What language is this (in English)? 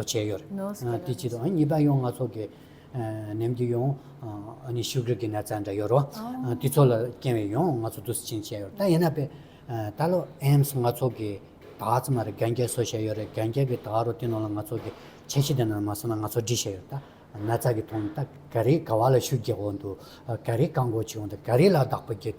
Tibetan